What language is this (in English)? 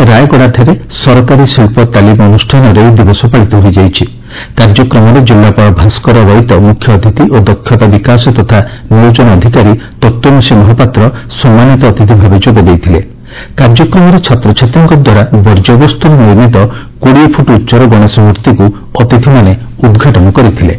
Odia